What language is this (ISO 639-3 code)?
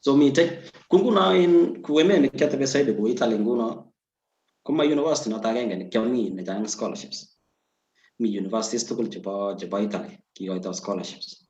kln